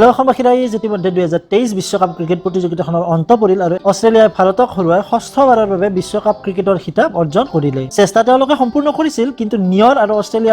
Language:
Assamese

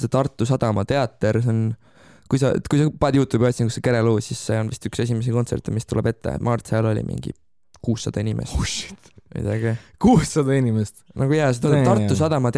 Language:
Estonian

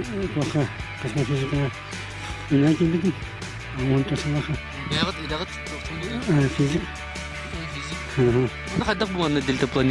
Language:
Yakut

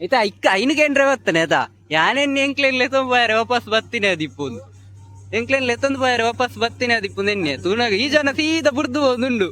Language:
Tulu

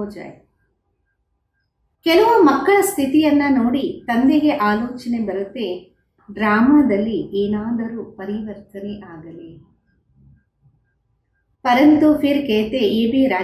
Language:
Kannada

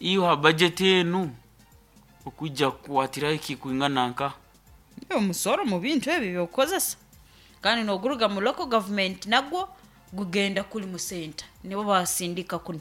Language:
Nyoro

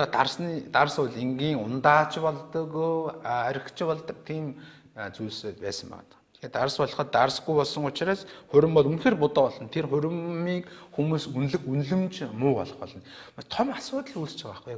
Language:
Mongolian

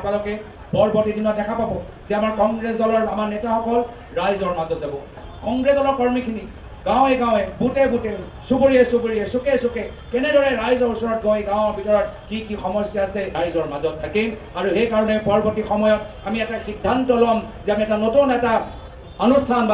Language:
Assamese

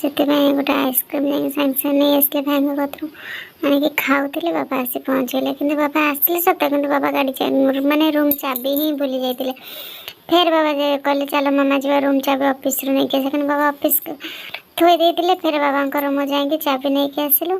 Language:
Odia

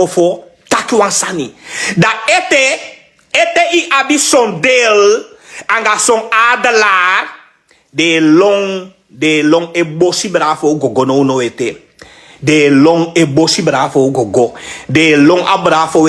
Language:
Sranan Tongo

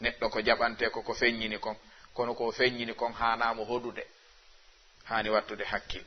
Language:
Fula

